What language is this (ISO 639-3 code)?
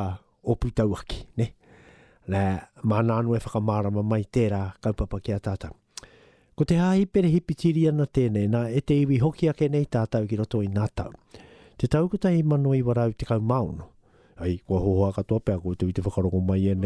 mri